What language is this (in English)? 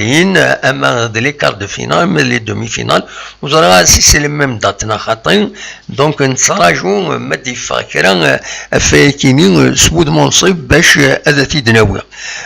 Kabyle